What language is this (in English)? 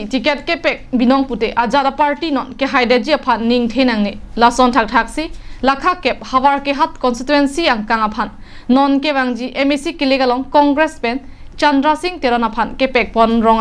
Karbi